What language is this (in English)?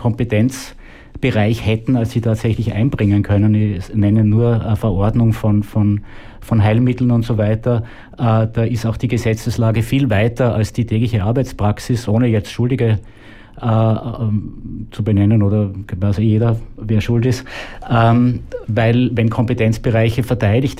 German